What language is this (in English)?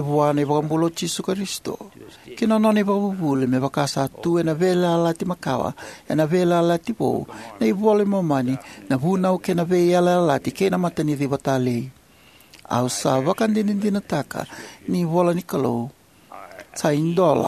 Fijian